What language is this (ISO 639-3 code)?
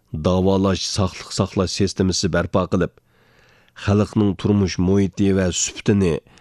uig